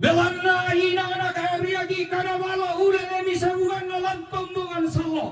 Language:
Toraja-Sa'dan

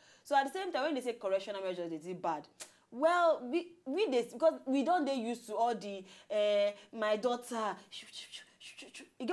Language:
Nigerian Pidgin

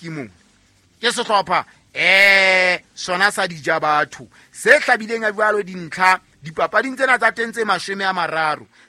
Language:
Southern Sotho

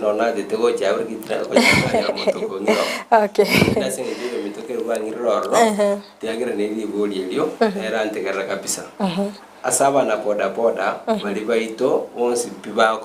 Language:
Gusii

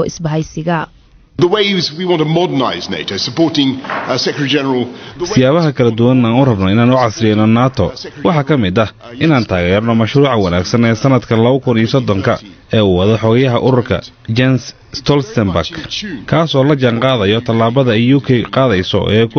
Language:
Somali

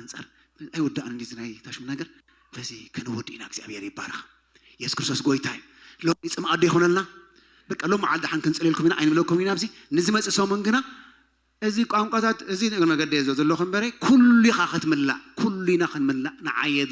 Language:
Tigrinya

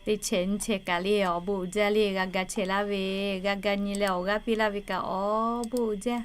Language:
Lahu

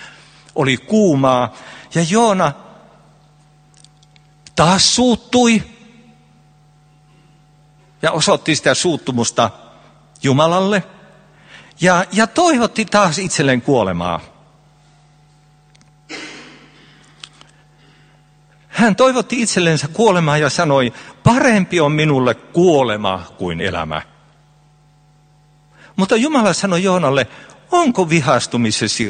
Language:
Finnish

